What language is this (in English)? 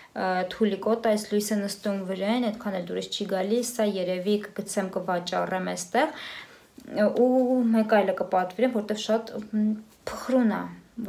Armenian